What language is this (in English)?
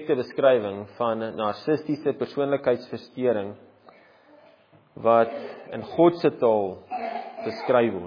Afrikaans